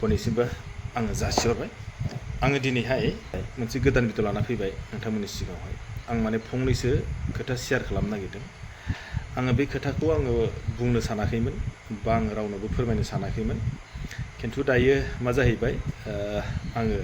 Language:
Bodo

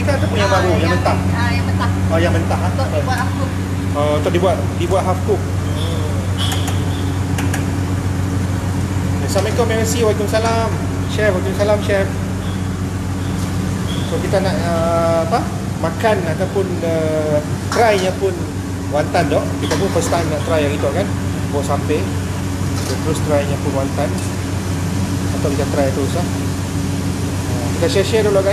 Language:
Malay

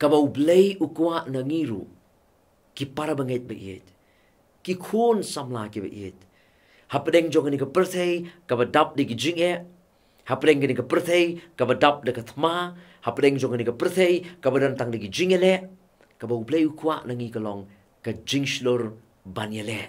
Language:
Khasi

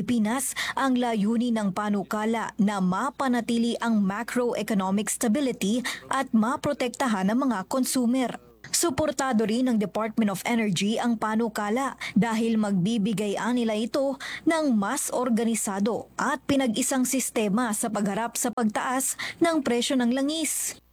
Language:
Filipino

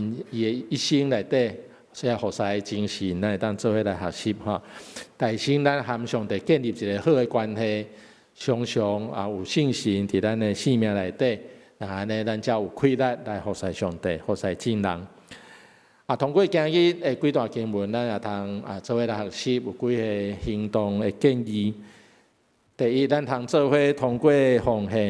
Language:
Min Nan Chinese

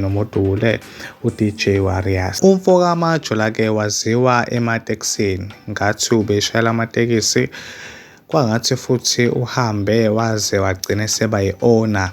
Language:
Zulu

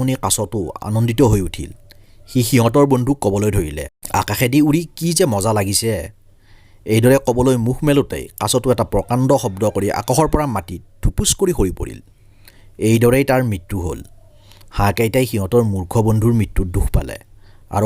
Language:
Assamese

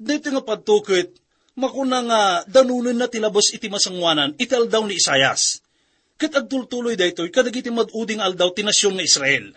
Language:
Iloko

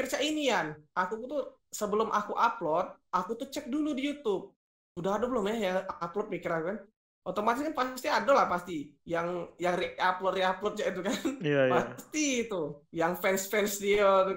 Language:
Musi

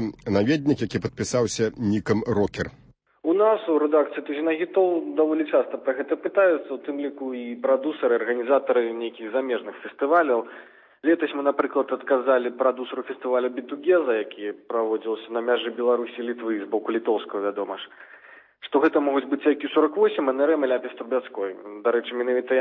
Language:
Belarusian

